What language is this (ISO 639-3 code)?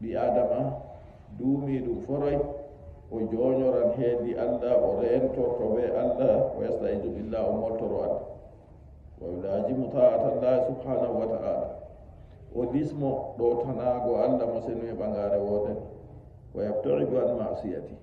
fuv